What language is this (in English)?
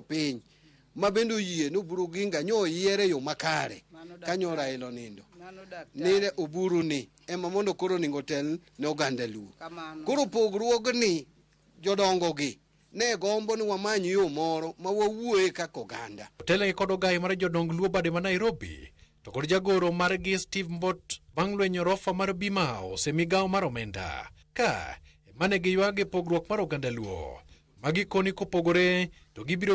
Luo (Kenya and Tanzania)